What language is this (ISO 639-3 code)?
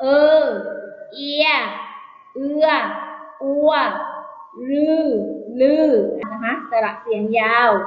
lao